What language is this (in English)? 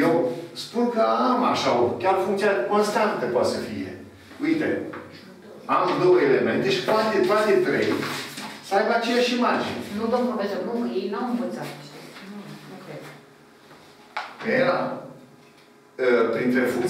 Romanian